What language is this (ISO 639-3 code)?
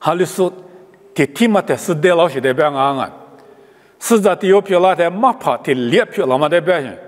lis